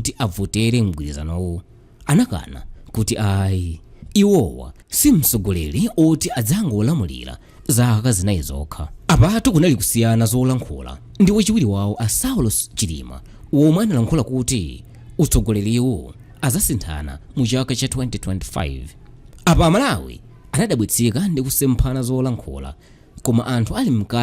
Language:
Nyanja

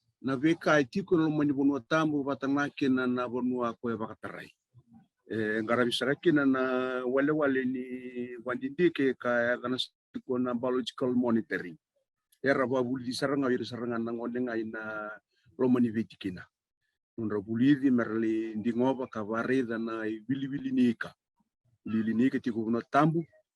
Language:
Fijian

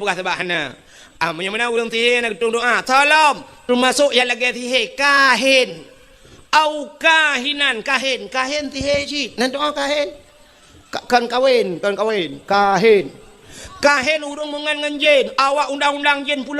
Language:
Achinese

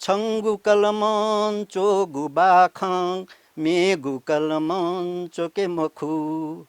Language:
Newari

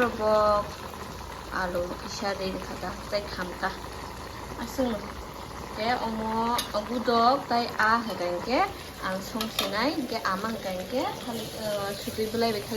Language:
Kok Borok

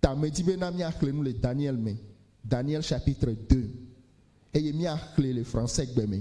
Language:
Ewe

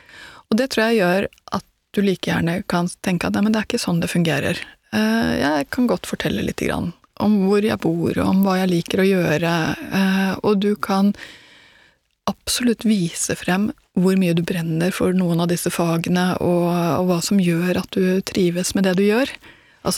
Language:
Norwegian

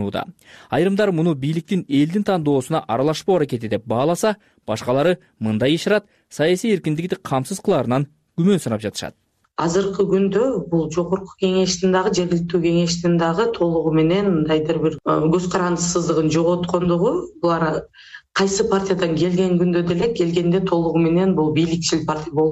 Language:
Kyrgyz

